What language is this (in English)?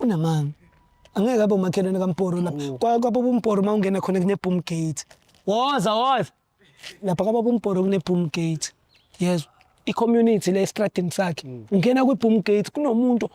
Zulu